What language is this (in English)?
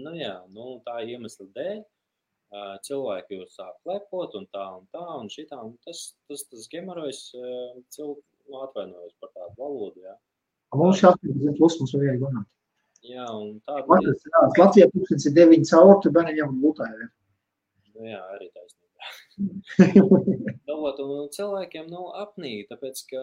Latvian